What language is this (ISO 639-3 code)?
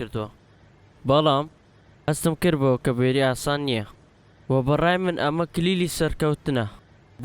ckb